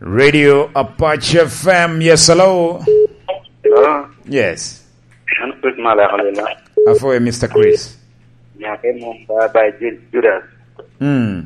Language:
Lango (Uganda)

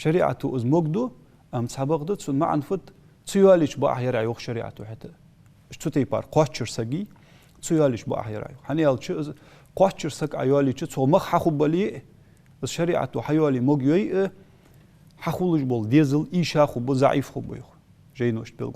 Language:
Ingush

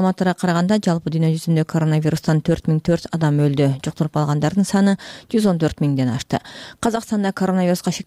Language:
Kyrgyz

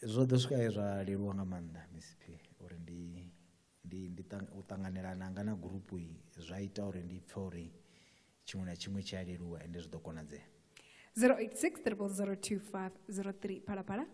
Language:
Venda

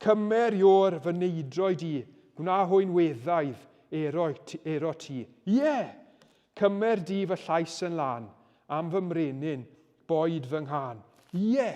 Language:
Welsh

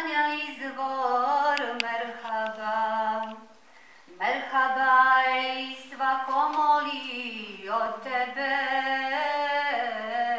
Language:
Bosnian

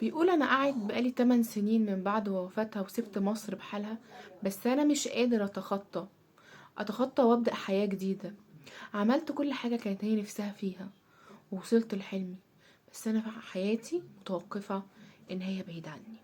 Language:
Egyptian Arabic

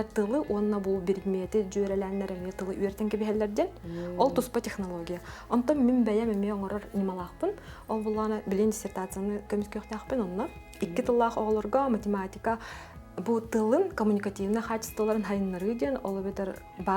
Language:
Yakut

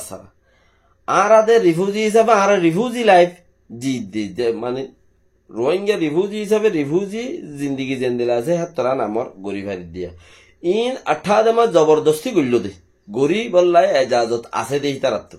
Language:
Rohingya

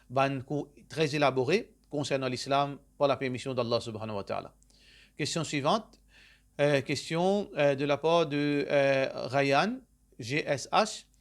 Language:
Morisyen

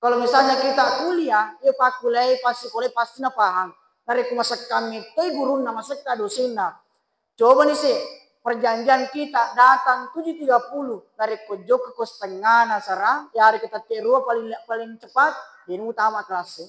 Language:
Buginese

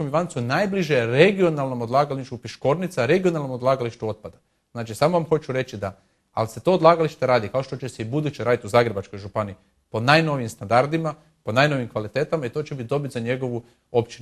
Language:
Croatian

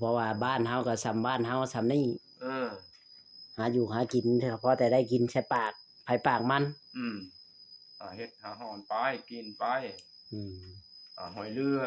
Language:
Northeastern Thai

